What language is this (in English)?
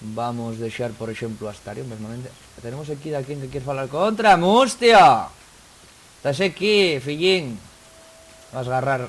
Asturian